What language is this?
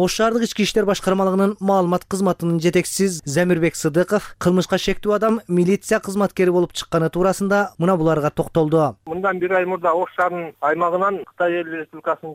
Kyrgyz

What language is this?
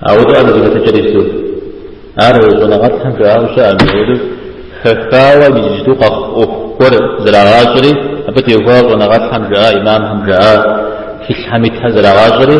Kabardian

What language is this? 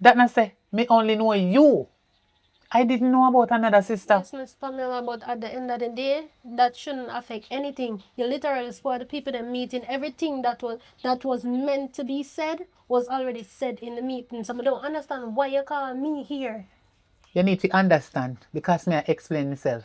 Jamaican Creole English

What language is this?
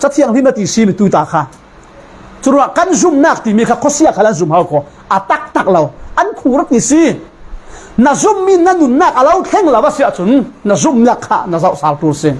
Falam Chin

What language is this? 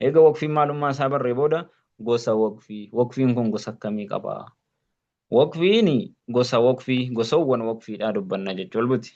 Oromo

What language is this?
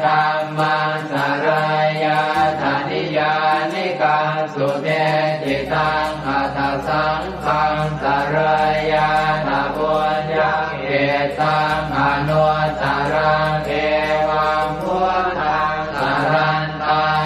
Pali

